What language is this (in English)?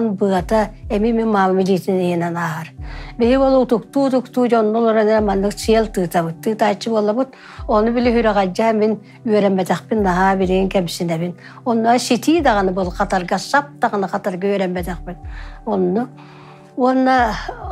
Yakut